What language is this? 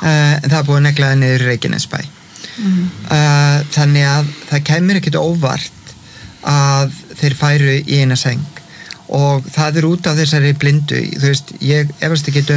Icelandic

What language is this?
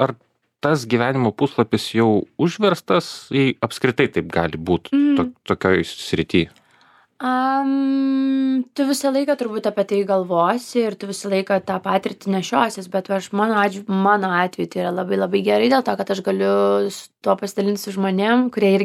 Lithuanian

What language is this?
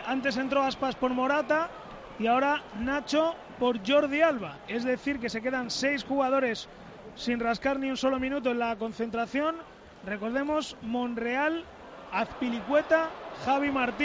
Spanish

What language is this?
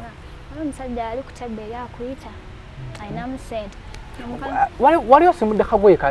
Ganda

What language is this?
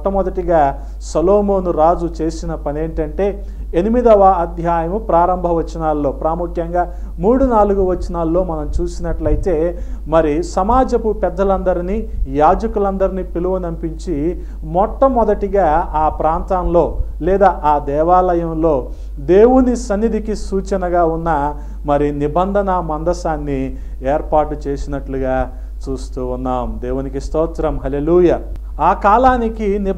Telugu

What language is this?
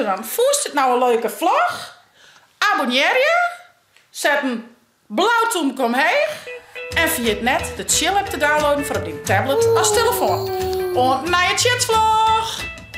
Western Frisian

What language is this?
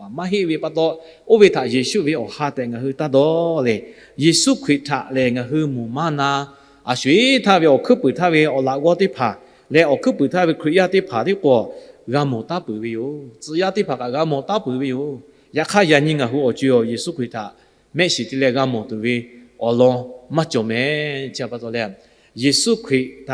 Lahu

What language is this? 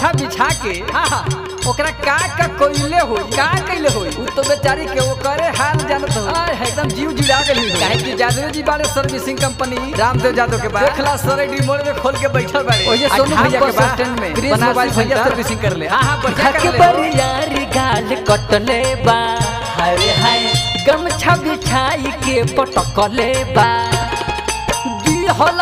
Bhojpuri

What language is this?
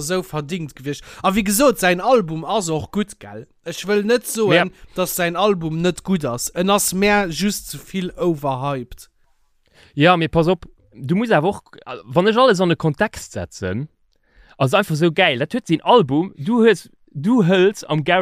Luxembourgish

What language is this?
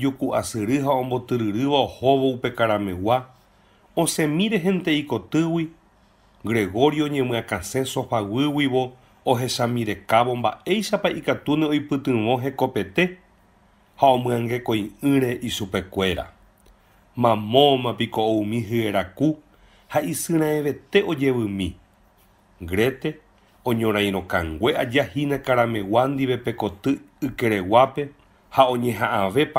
Guarani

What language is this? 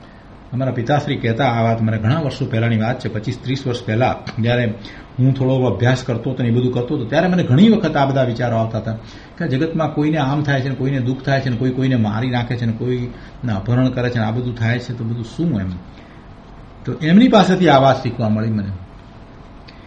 Gujarati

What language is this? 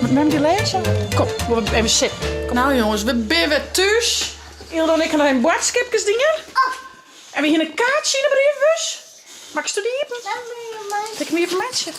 Western Frisian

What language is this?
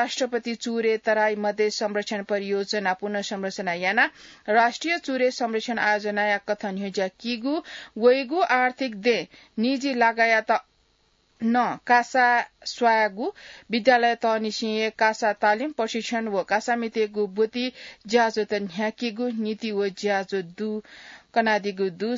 Newari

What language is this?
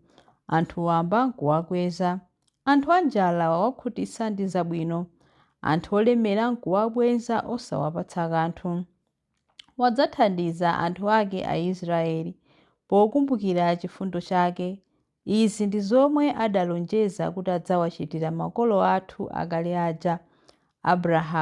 Nyanja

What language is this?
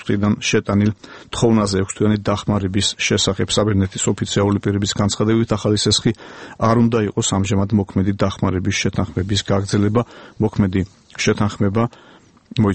Georgian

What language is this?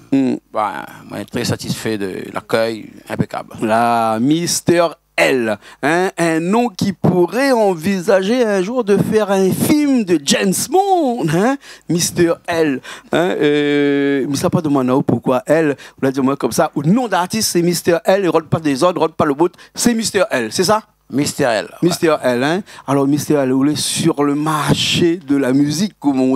Réunion Creole French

